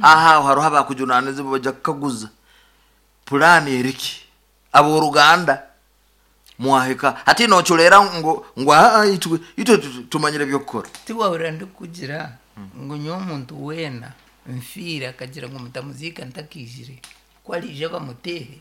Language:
Nyankole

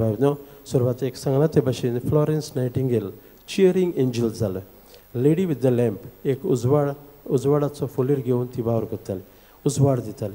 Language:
Konkani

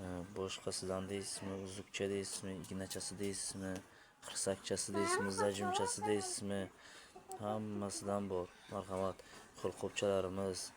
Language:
Uzbek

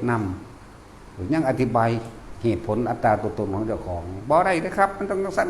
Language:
Northeastern Thai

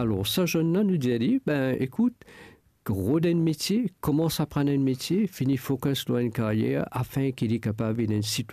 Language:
Morisyen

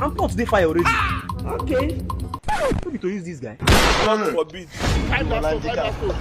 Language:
Nigerian Pidgin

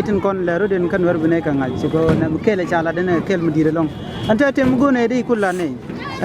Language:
Nuer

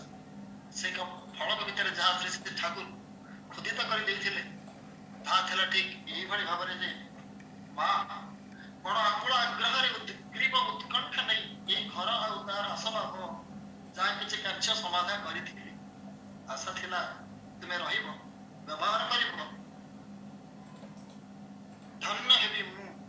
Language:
Odia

